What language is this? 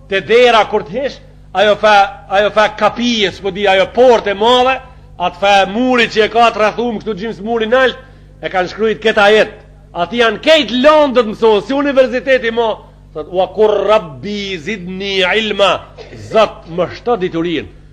Albanian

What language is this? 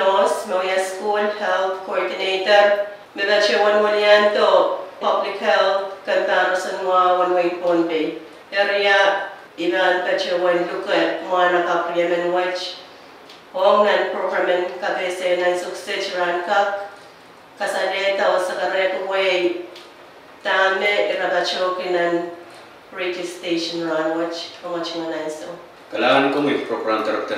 Pohnpeian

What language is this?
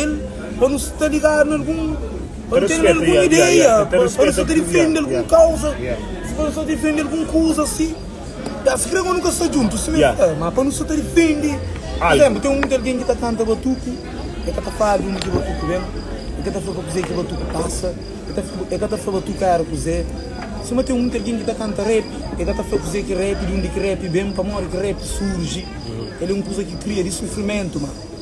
Kabuverdianu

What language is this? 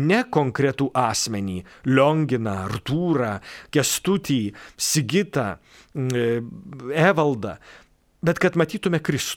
Lithuanian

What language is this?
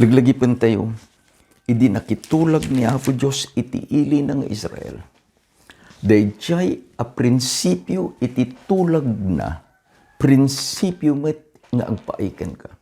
Iloko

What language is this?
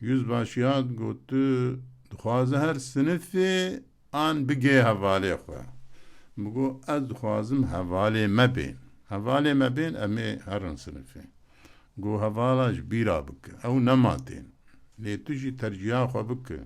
Kurdish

